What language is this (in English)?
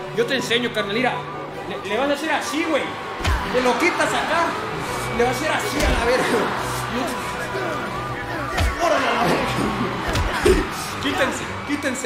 Spanish